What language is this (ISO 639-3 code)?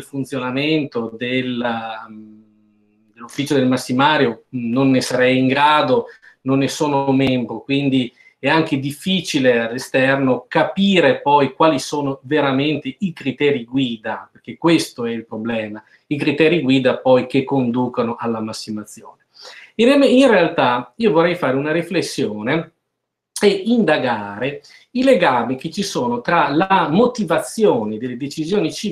ita